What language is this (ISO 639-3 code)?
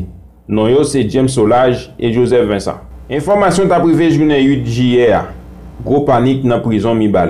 hat